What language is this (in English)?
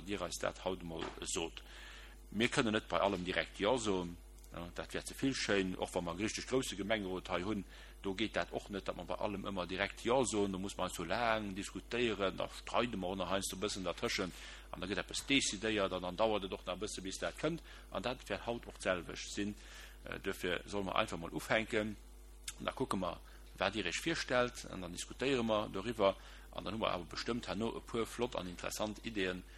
Luxembourgish